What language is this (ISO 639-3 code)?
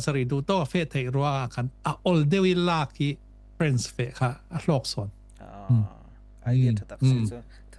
cfm